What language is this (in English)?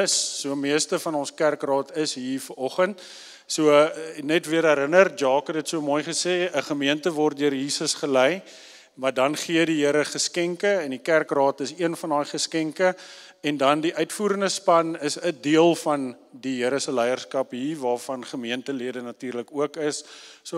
Afrikaans